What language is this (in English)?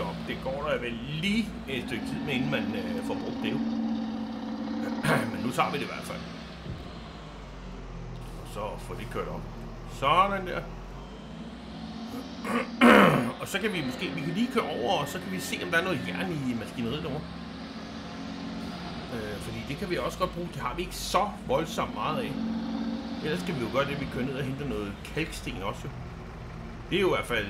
Danish